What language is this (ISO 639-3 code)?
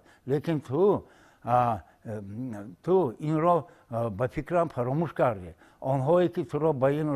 tgk